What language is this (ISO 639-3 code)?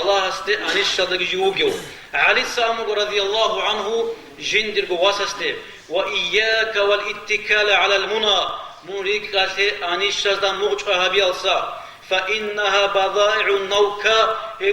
ava